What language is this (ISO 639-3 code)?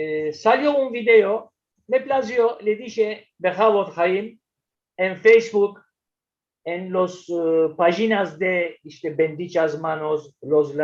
lad